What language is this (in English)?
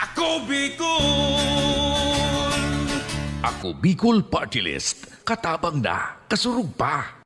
Bikol